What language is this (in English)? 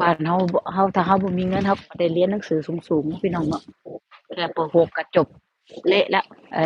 Lao